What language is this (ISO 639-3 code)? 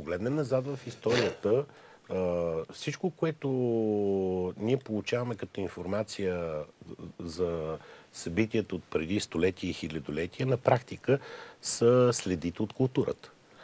bul